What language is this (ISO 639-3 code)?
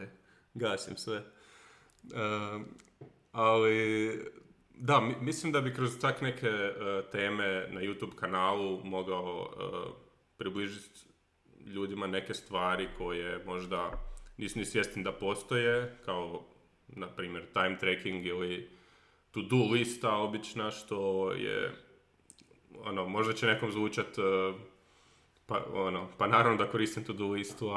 hrv